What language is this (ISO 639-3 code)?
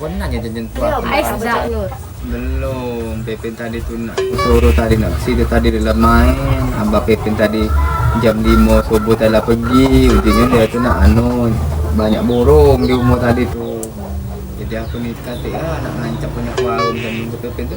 mui